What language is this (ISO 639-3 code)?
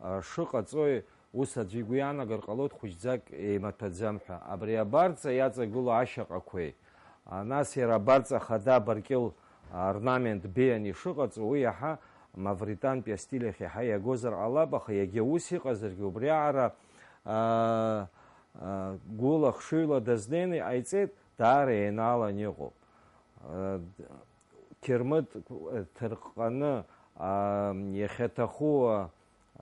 abk